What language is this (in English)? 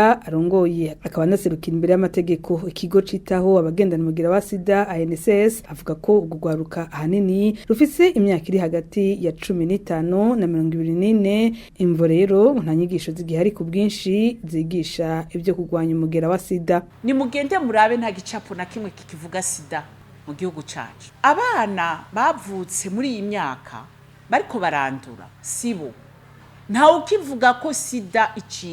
Rundi